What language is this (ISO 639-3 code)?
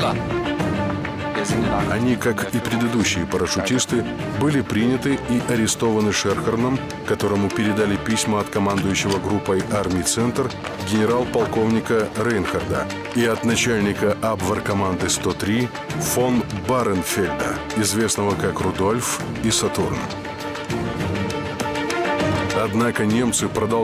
rus